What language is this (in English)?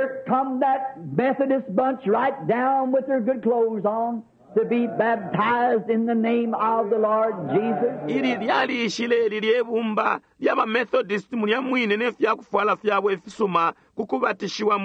Bemba